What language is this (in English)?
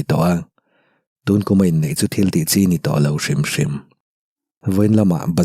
Mizo